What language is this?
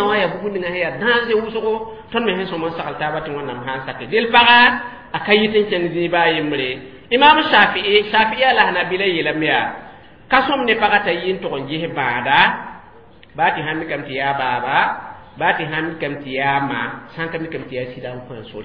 Mossi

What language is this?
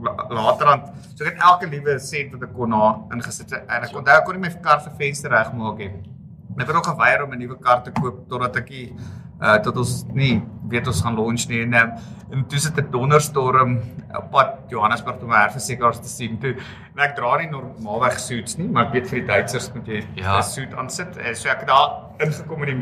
Afrikaans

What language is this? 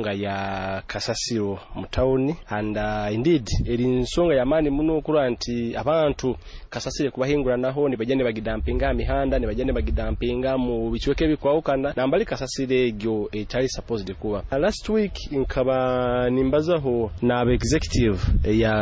Nyoro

